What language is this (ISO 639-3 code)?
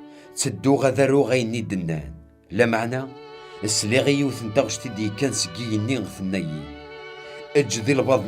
kab